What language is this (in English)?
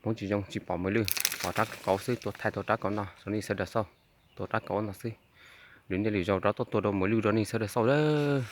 Hmong